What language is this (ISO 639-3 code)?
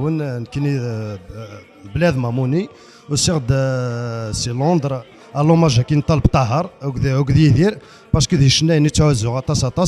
kab